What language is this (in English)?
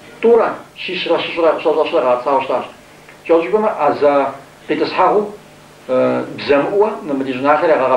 Kabardian